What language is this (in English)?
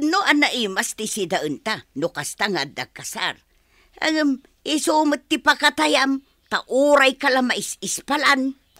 Iloko